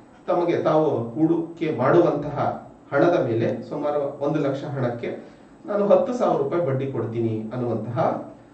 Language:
Kannada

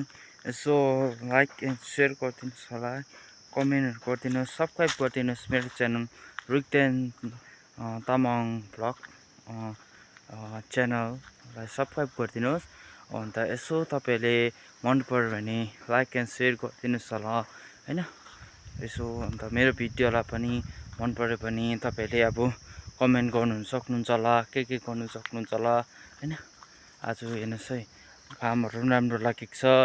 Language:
Nepali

